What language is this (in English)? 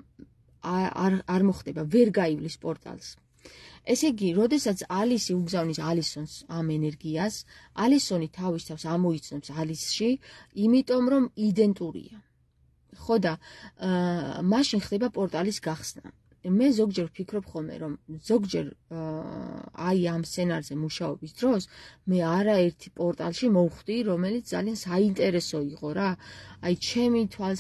Georgian